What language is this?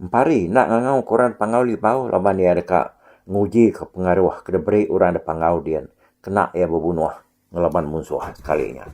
Iban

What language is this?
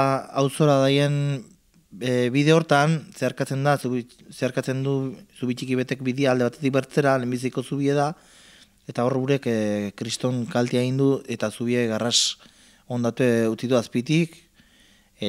Basque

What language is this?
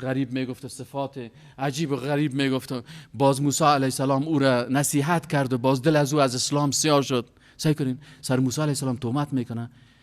Persian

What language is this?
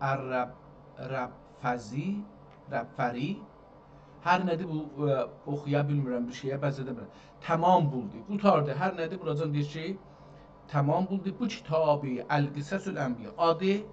South Azerbaijani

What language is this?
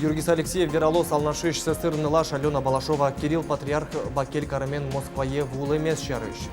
Udmurt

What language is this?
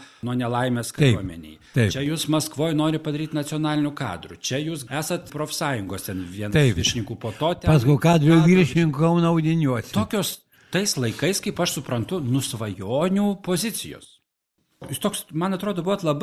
Lithuanian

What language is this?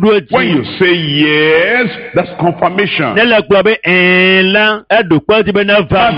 Ewe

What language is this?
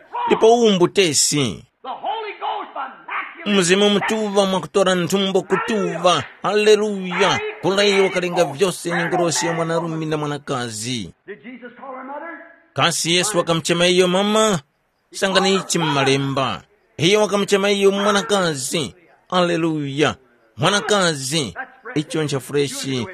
Tumbuka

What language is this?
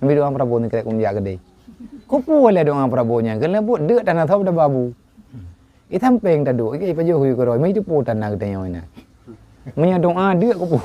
Achinese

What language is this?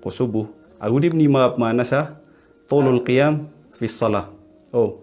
Maranao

